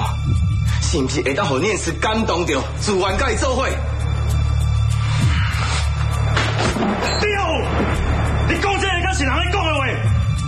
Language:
Min Nan Chinese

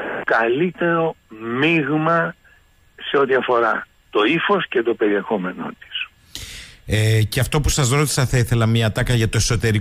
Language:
Greek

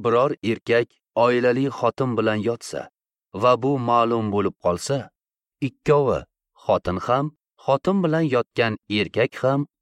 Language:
Uzbek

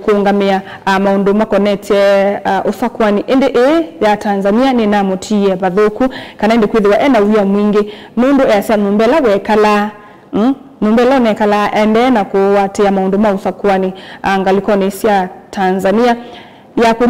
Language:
Kamba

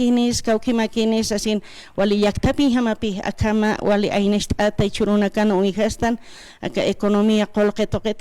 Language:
Aymara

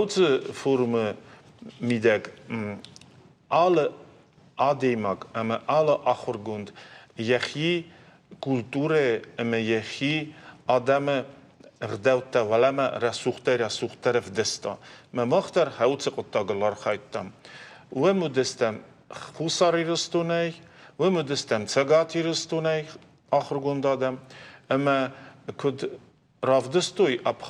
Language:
Ossetic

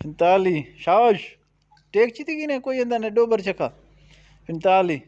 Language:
Eastern Balochi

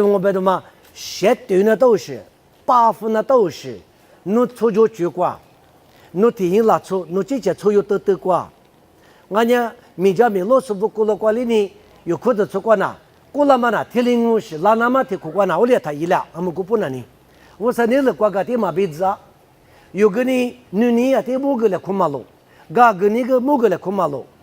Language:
Lisu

